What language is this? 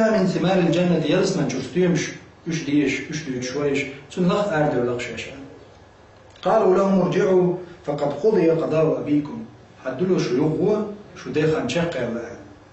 Chechen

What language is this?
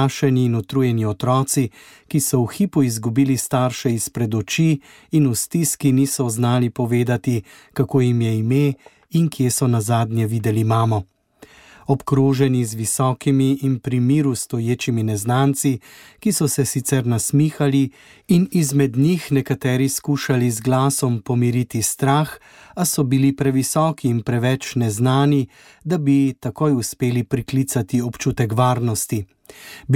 Slovenian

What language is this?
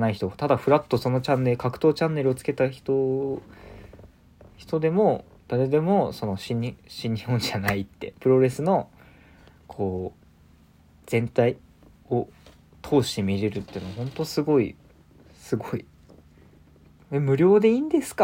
Japanese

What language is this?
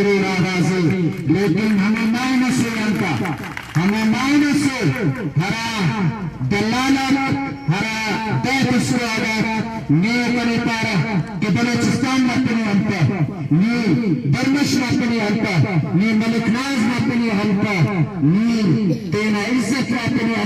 Brahui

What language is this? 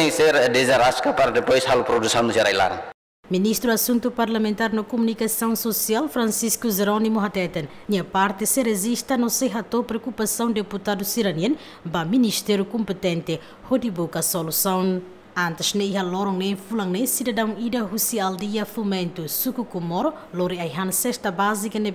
Tetum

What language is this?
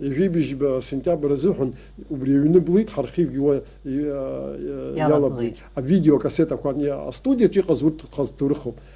Abkhazian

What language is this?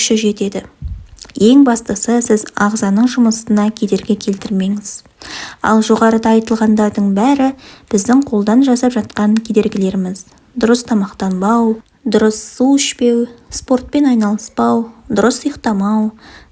Kazakh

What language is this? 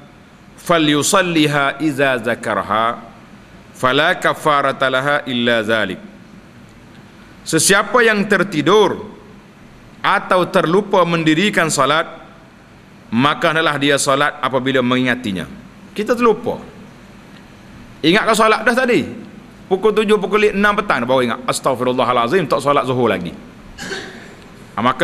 Malay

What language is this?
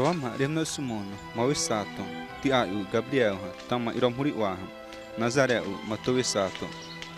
Xavánte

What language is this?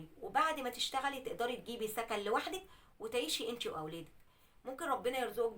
Egyptian Arabic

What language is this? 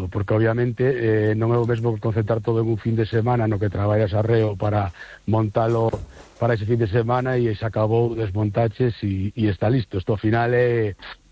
Galician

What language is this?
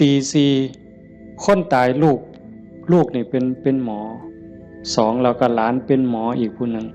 Northeastern Thai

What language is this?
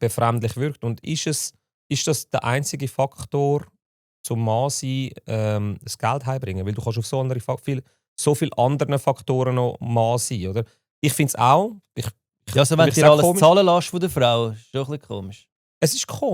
Swiss German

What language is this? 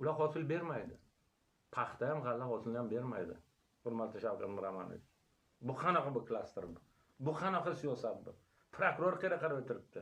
Uzbek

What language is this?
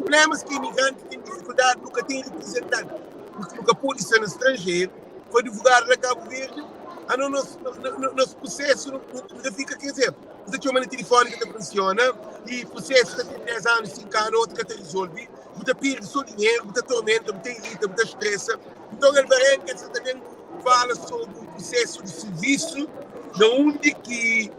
Kabuverdianu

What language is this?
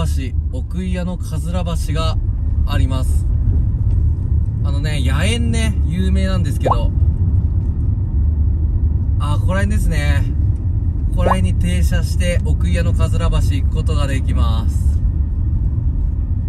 Japanese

